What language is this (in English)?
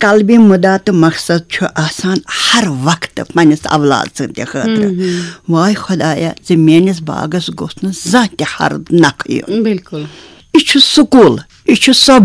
Kashmiri